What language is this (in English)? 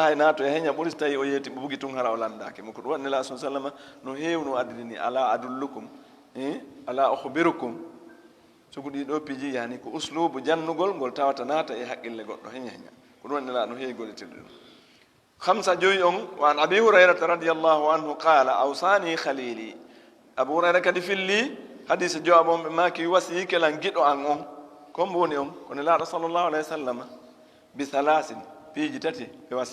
Fula